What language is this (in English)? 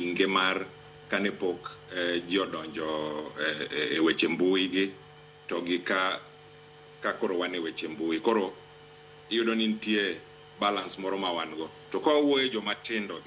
Luo (Kenya and Tanzania)